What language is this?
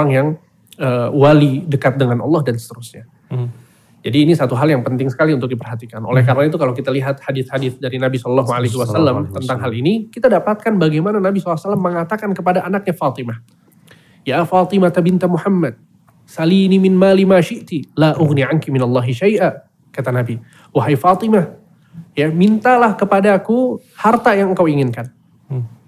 Indonesian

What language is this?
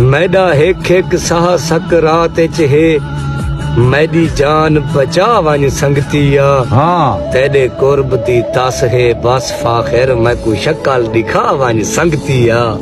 Saraiki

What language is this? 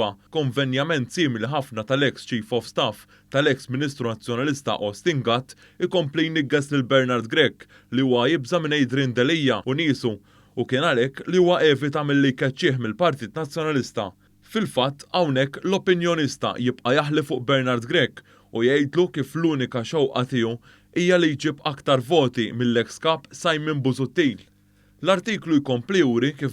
Maltese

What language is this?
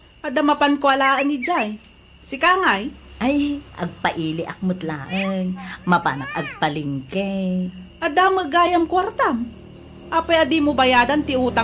Iloko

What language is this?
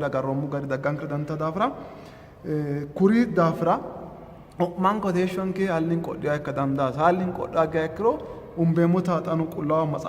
Sidamo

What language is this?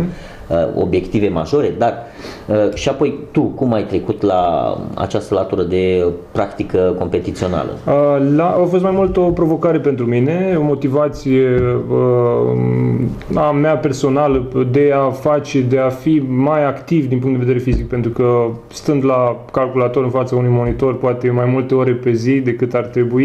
Romanian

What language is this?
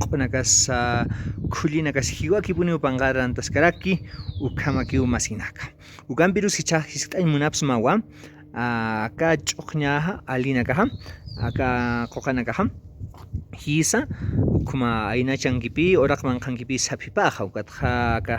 Aymara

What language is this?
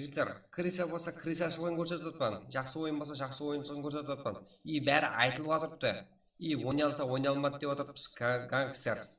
Kara-Kalpak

